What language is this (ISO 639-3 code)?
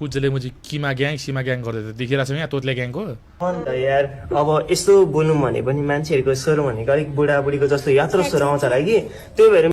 nep